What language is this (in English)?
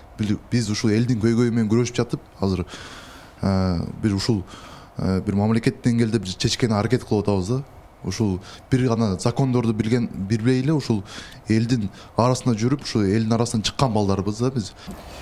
Kyrgyz